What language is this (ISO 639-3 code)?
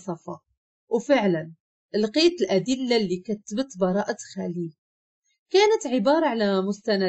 ary